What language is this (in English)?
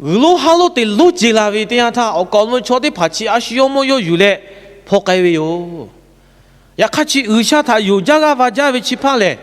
Lahu